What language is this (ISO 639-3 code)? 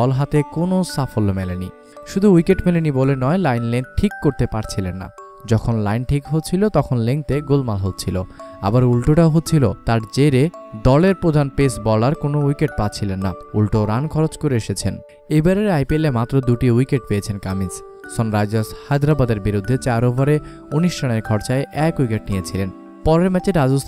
ben